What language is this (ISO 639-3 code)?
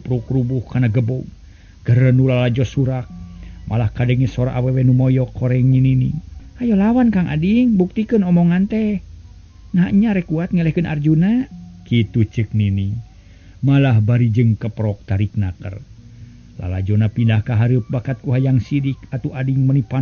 sun